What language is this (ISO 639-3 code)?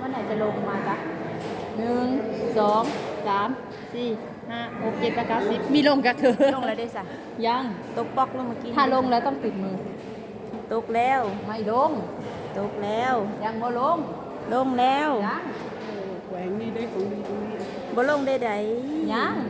lao